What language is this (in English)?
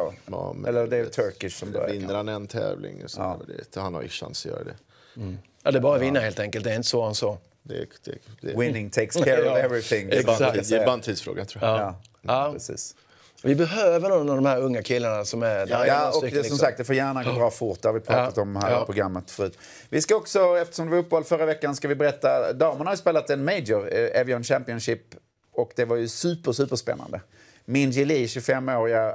Swedish